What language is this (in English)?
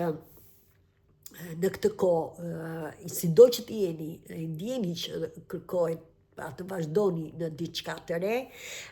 Albanian